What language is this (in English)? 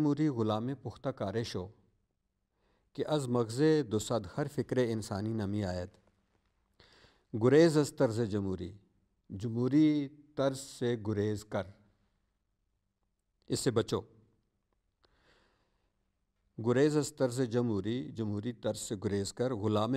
Urdu